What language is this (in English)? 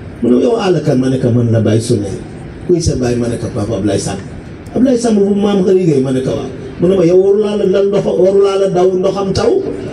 Wolof